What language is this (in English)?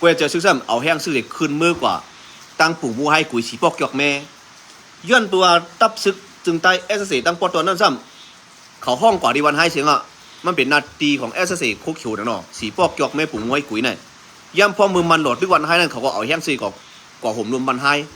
Shan